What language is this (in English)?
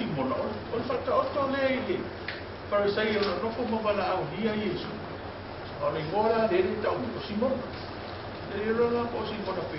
Samoan